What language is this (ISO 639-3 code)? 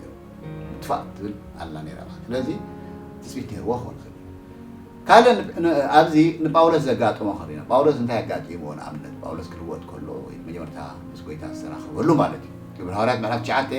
tir